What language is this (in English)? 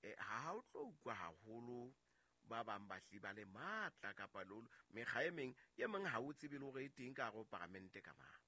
Southern Sotho